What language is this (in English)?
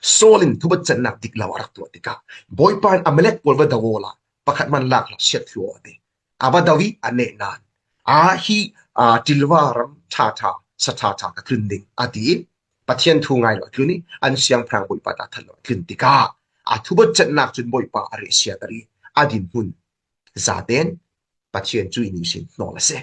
Falam Chin